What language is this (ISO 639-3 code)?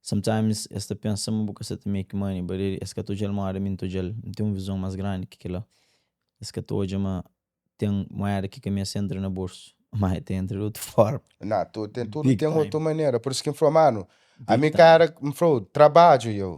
kea